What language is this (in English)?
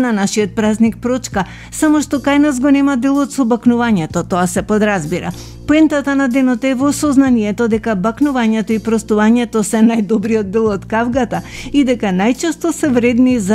Macedonian